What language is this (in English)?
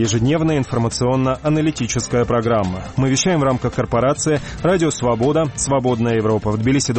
Russian